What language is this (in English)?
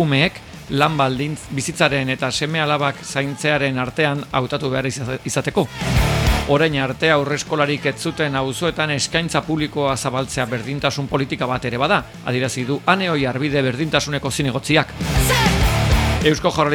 Basque